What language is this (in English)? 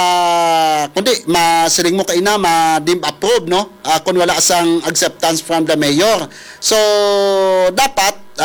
Hiligaynon